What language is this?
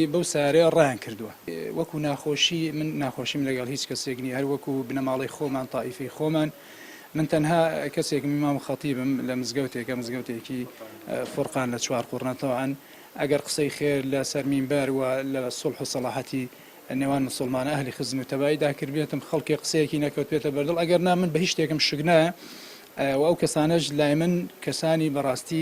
Central Kurdish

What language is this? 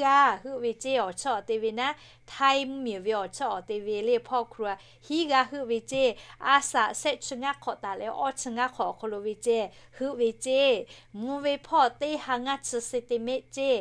Lahu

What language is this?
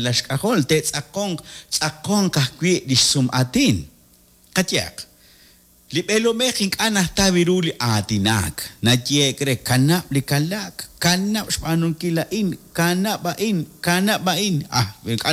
Kekchí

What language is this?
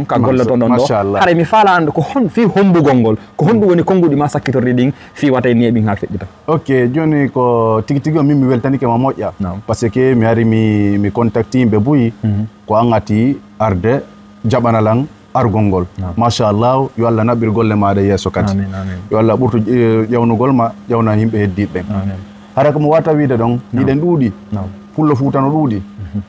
Fula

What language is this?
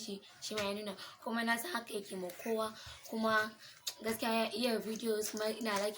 Hausa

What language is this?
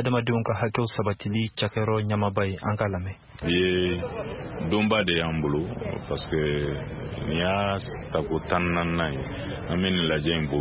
Bambara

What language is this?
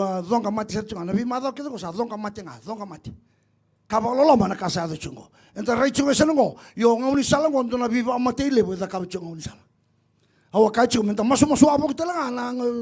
Fijian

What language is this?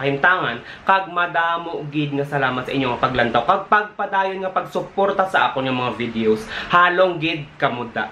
Hiligaynon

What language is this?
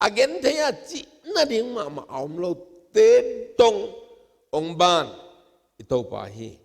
Tedim Chin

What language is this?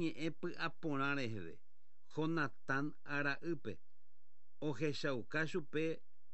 Guarani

